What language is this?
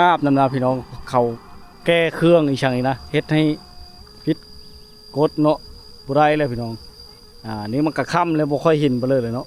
Lao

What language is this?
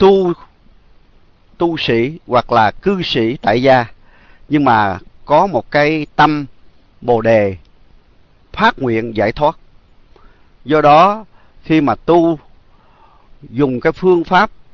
Vietnamese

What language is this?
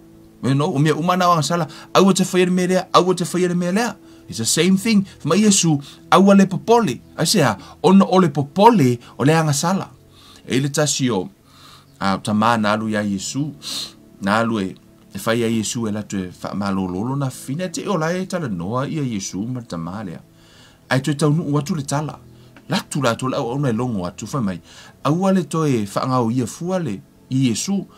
Samoan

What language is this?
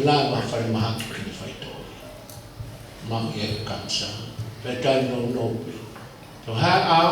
Tongan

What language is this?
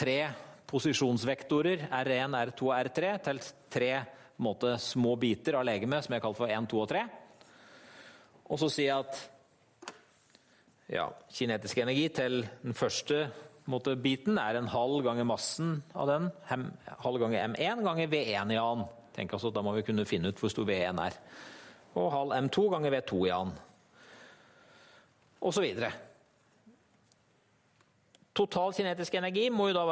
Norwegian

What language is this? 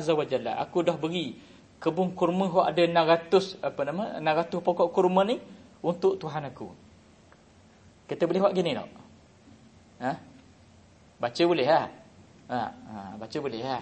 Malay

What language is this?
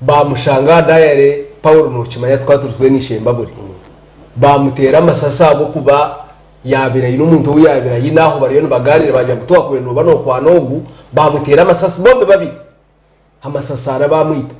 Nyankole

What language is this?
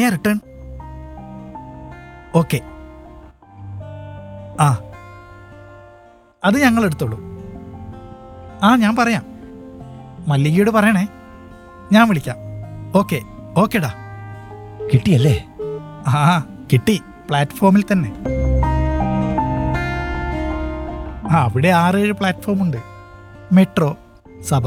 Malayalam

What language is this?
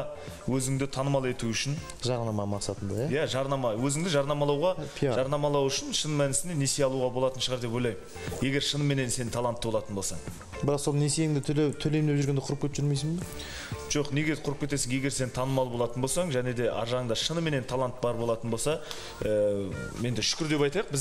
Kazakh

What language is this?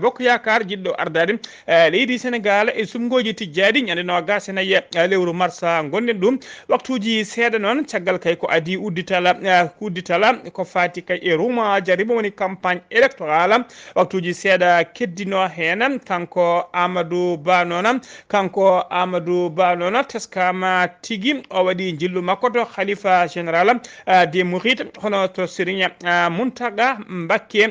Fula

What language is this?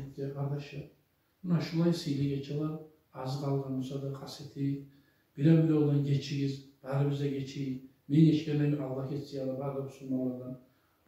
Kumyk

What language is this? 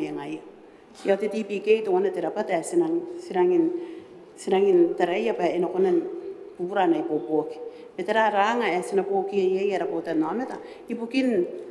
Gilbertese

